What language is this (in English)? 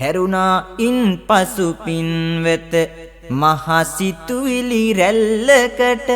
Sinhala